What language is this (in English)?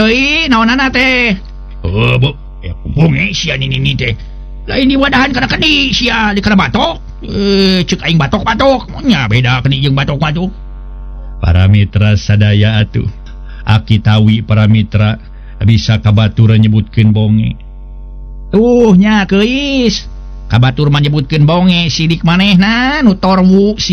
Sundanese